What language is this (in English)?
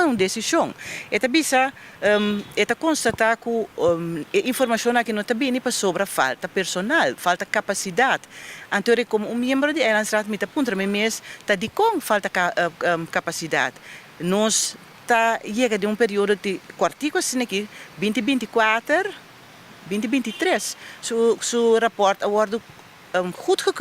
Papiamento